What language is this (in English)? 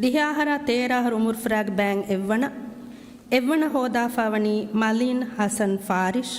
Divehi